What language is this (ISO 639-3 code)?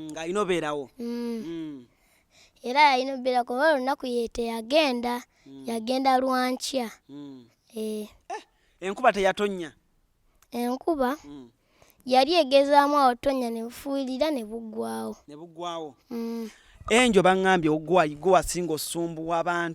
lug